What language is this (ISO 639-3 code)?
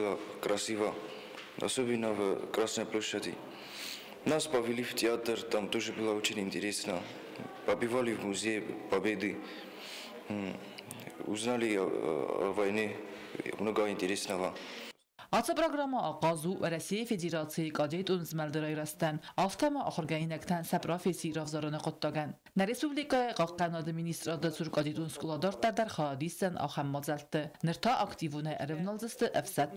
oss